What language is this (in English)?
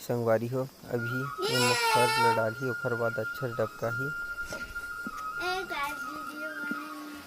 Chhattisgarhi